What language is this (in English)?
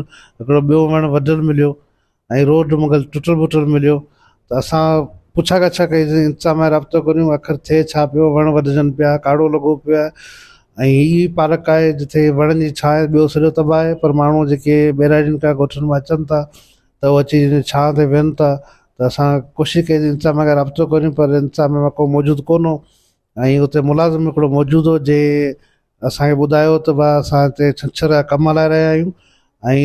Sindhi